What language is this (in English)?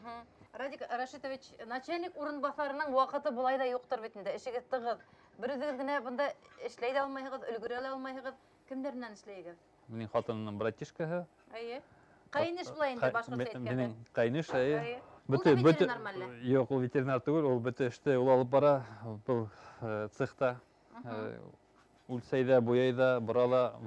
Bashkir